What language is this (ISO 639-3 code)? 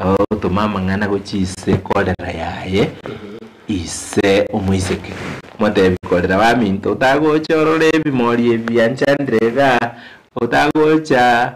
guz